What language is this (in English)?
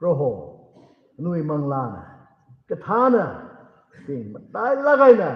Tangkhul Naga (India)